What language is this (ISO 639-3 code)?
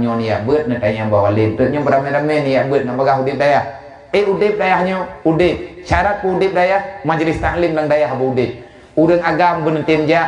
ace